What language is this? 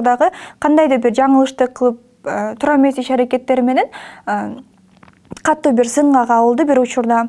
Kyrgyz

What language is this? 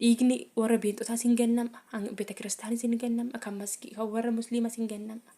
Oromo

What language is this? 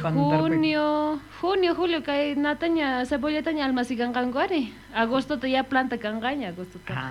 South Bolivian Quechua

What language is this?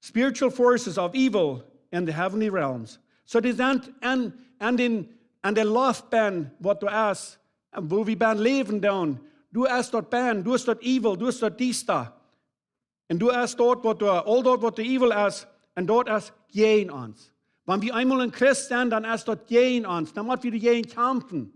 Plautdietsch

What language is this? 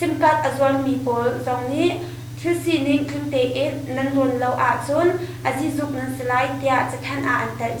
Hakha Chin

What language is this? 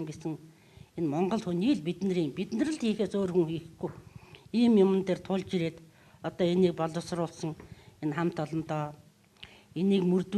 Mongolian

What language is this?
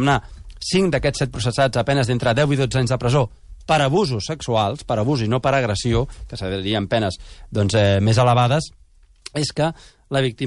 Catalan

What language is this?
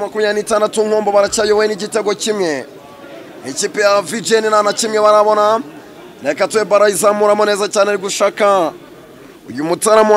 Kinyarwanda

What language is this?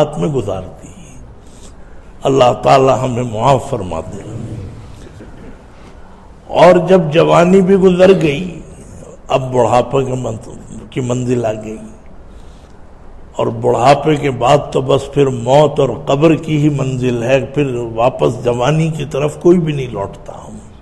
Urdu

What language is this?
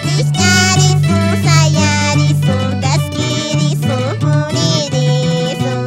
Quechua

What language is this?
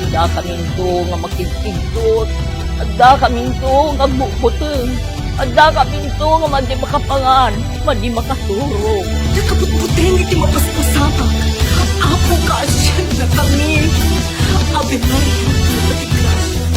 Iloko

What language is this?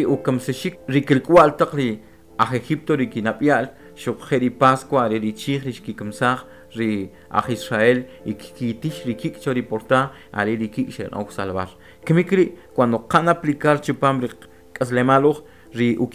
Kʼicheʼ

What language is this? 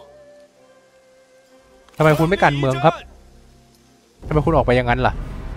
Thai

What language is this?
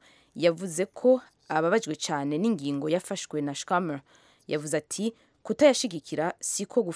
Kinyarwanda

